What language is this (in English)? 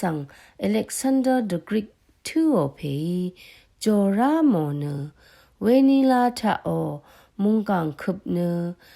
Rawang